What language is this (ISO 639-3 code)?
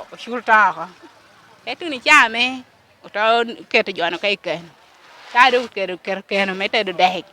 laj